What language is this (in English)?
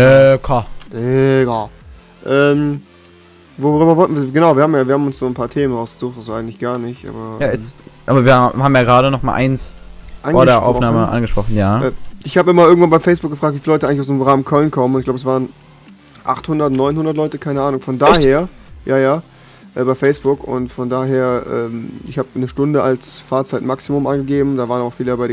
German